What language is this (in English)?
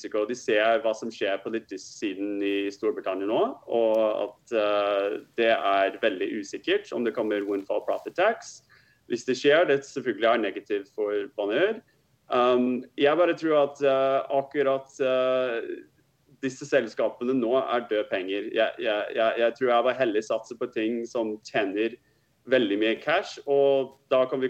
Norwegian